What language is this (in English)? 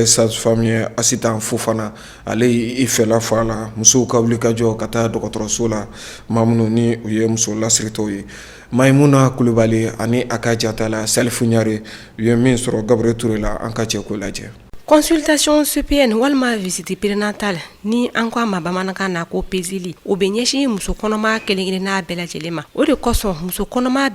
Bambara